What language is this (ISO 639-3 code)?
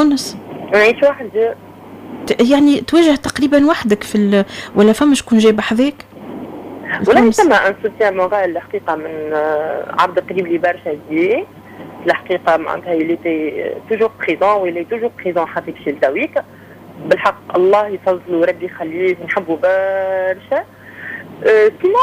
aeb